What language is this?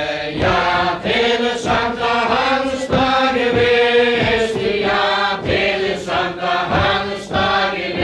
Faroese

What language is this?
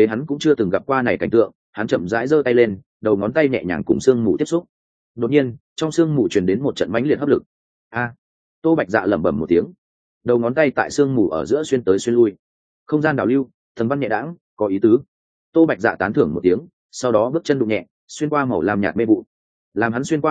Vietnamese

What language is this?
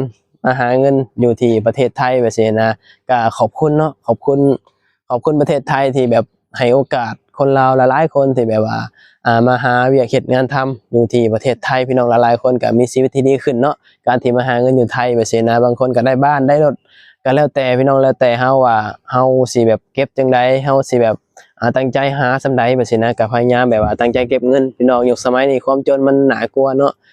Lao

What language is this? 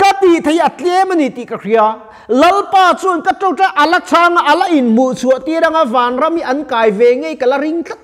Mizo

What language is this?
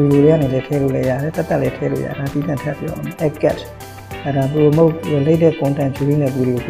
Burmese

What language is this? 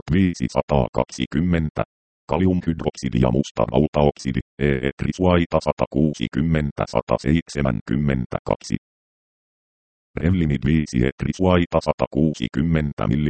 Finnish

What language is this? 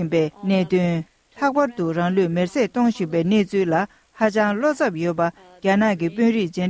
Tibetan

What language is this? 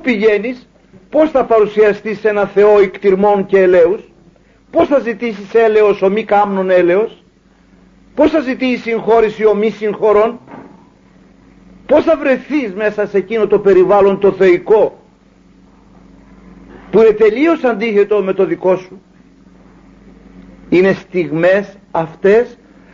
Greek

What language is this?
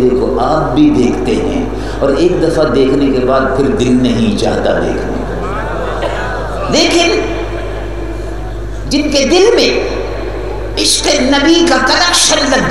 Urdu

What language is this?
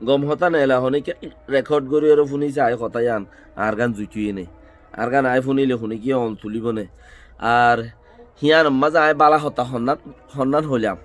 Rohingya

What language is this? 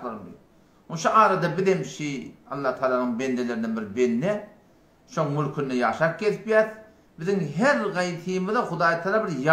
Turkmen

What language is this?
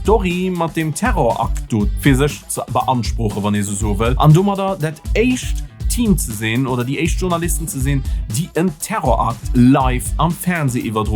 Luxembourgish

